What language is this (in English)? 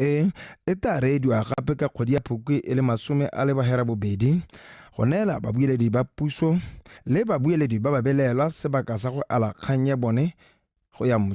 Tswana